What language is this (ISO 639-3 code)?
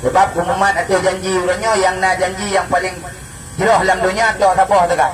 ace